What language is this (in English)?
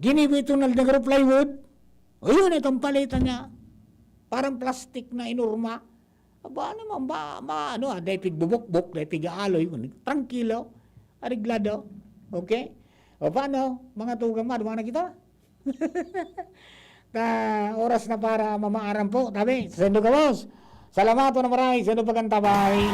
Bikol